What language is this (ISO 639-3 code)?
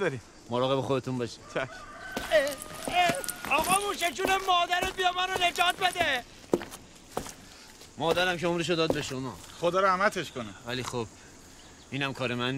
fas